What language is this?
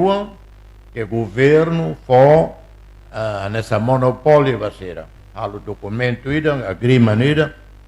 Tetum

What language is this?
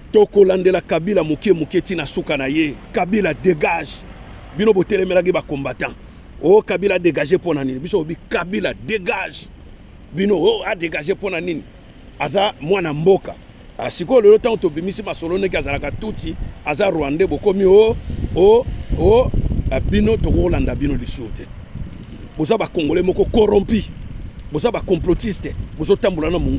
Lingala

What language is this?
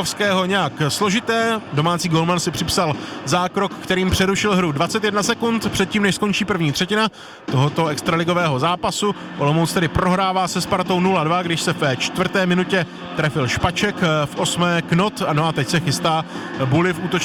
Czech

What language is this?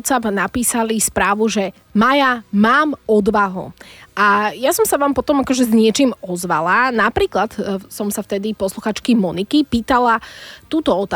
Slovak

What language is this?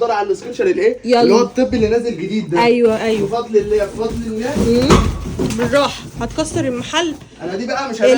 Egyptian Arabic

